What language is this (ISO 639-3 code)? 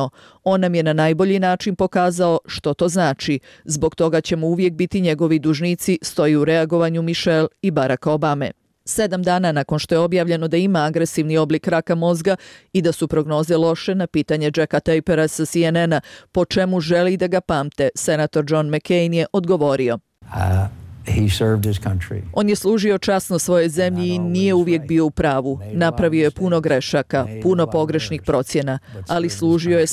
srp